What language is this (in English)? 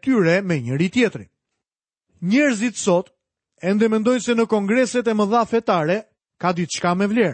Albanian